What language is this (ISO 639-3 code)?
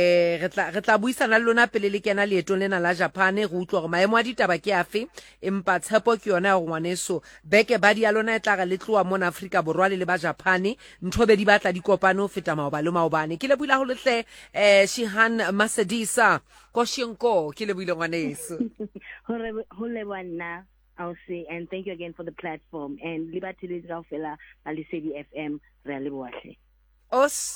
sot